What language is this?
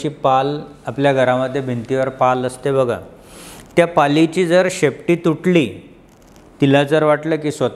Marathi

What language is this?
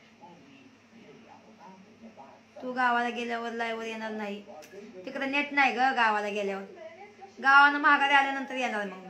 Marathi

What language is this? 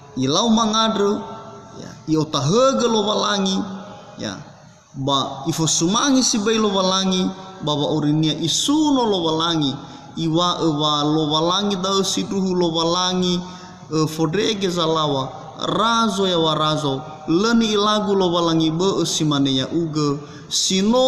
Nias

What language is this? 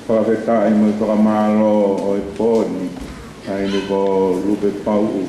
Tongan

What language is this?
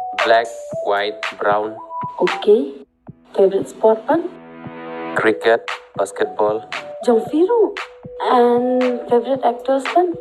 Khasi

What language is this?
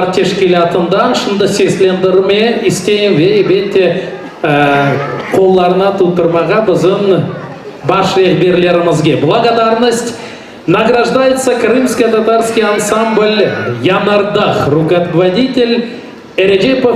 Crimean Tatar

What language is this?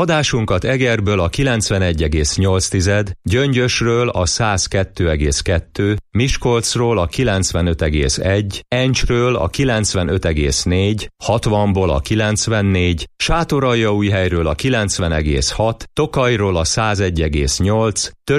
Hungarian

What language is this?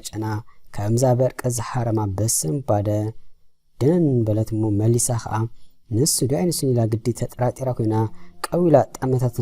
Tigrinya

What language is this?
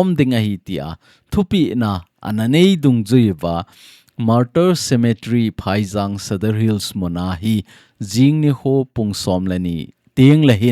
Thado Chin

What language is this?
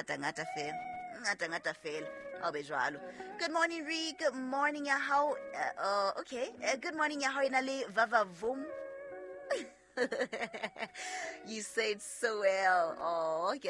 Southern Sotho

